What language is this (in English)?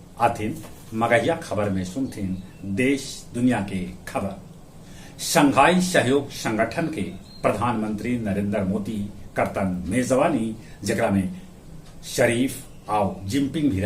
Magahi